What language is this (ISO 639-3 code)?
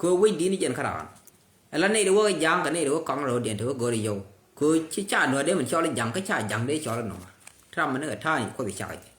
nus